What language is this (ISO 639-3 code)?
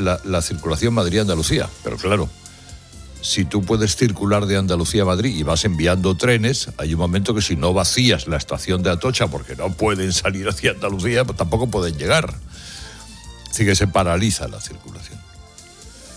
spa